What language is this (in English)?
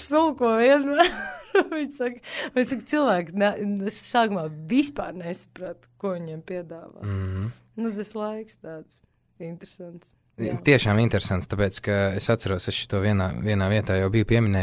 Latvian